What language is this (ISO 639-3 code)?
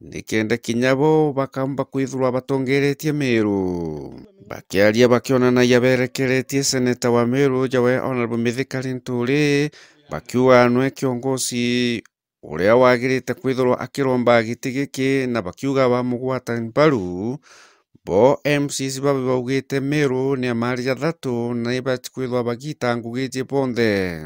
mer